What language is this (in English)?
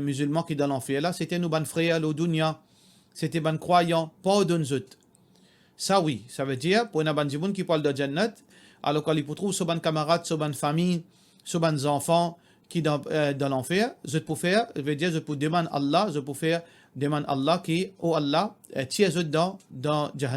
Morisyen